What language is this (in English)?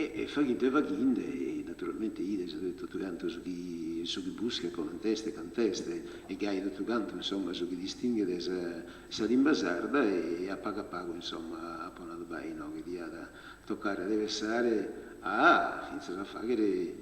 Sardinian